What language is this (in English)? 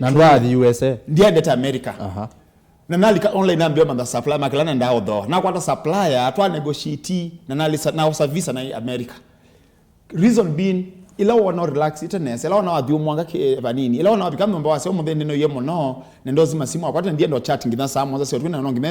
Kamba